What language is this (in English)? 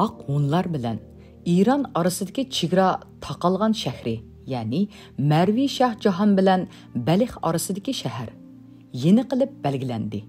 Uyghur